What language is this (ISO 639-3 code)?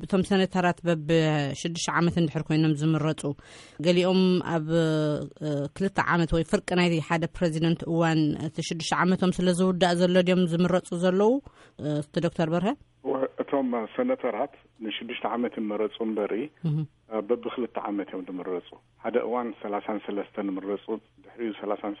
tir